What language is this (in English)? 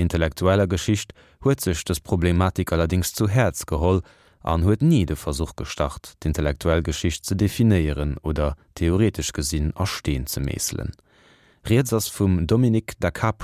Luxembourgish